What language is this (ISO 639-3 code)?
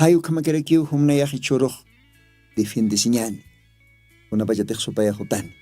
aym